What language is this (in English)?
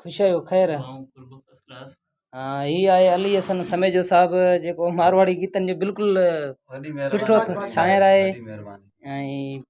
Sindhi